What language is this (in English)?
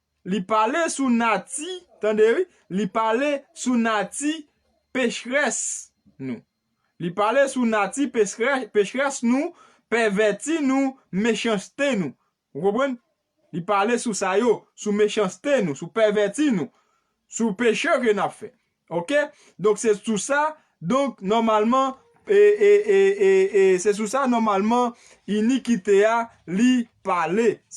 Haitian Creole